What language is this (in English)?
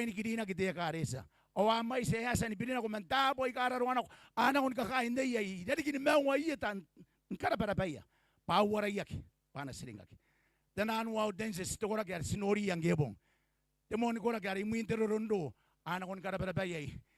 Gilbertese